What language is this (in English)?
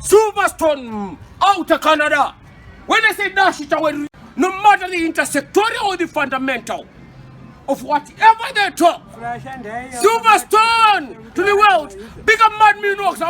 Shona